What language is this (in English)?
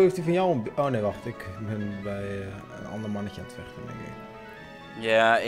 Dutch